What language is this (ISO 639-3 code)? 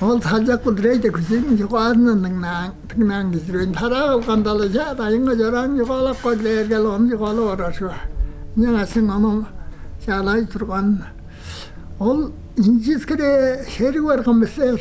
tyv